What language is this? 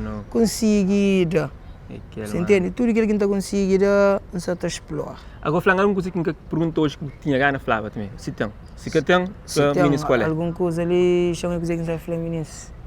Kabuverdianu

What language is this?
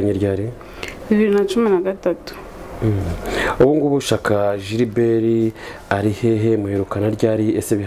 Kinyarwanda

